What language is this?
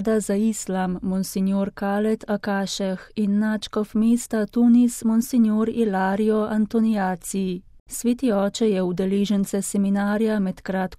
Slovenian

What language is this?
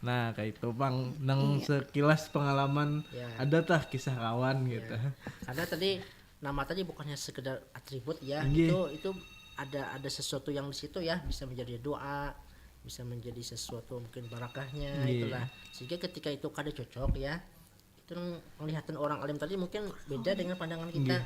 Banjar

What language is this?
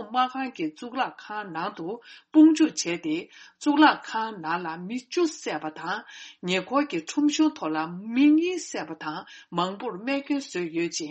Tibetan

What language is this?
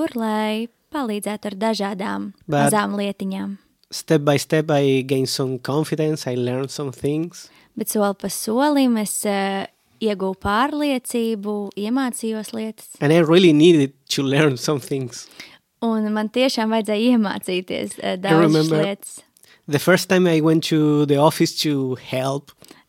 Latvian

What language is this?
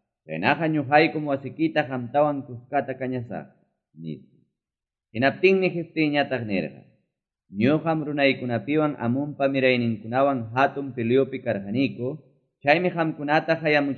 Ayacucho Quechua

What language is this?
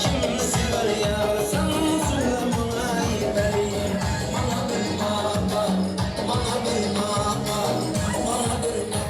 Kara-Kalpak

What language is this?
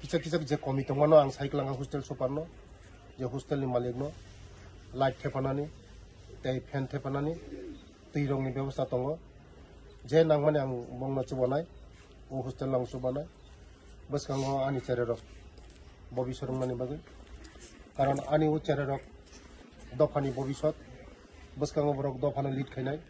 Kok Borok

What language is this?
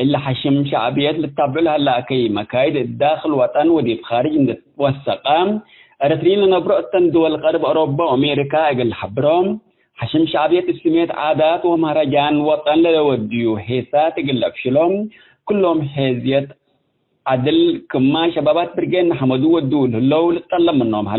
Tigre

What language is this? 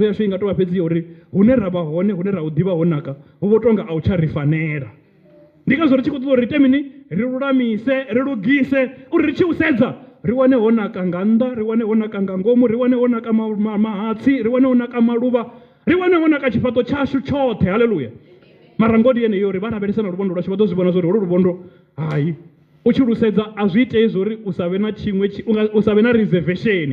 Venda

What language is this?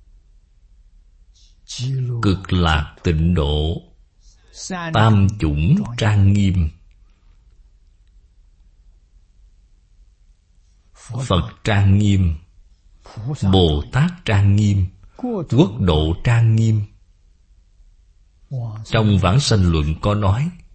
Vietnamese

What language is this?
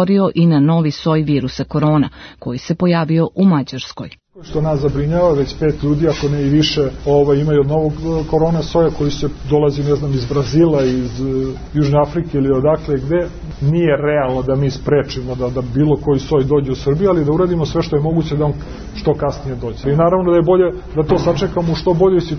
Serbian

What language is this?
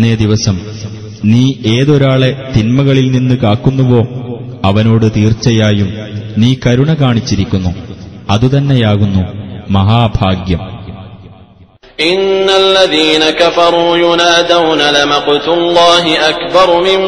Malayalam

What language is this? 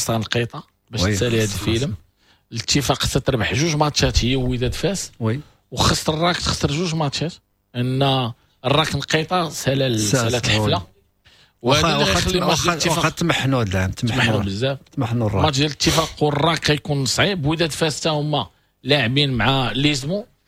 Moroccan Arabic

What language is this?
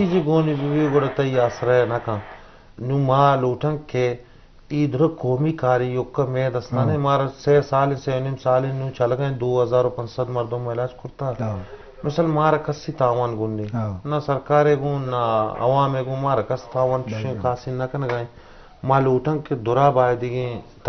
Eastern Balochi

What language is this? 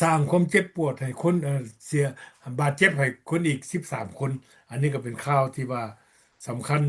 Lao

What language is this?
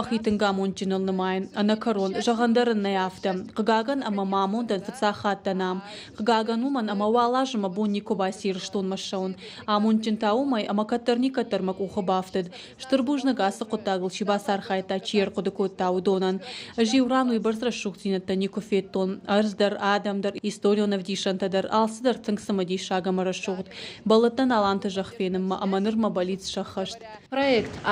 Ossetic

